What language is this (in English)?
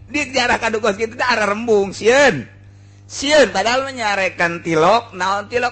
Sundanese